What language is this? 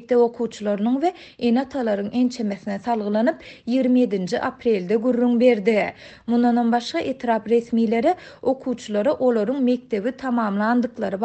Turkmen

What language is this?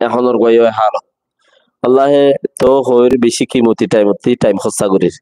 Rohingya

